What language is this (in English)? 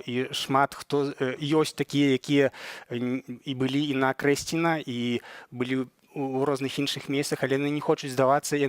Belarusian